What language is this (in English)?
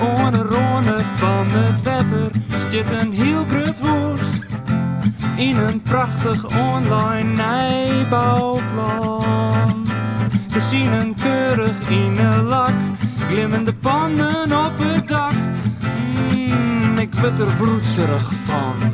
Western Frisian